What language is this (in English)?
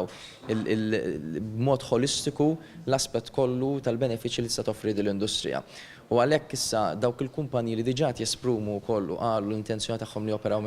Maltese